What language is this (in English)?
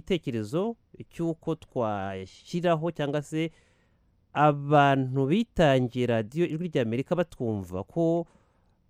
Kinyarwanda